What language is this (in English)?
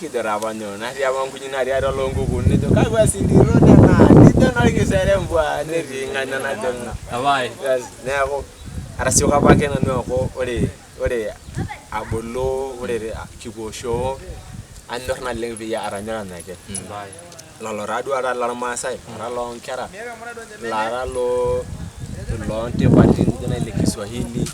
Masai